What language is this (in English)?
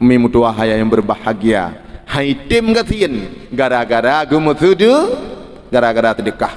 Achinese